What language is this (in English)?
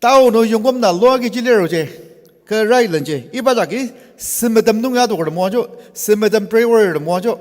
Ao Naga